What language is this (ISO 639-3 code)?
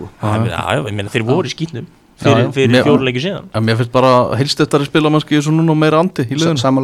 isl